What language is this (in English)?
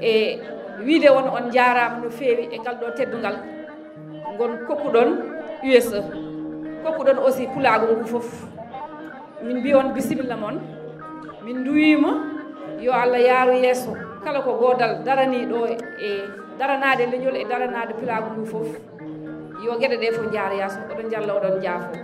Fula